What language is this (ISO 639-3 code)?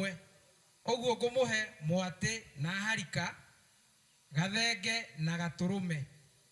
kik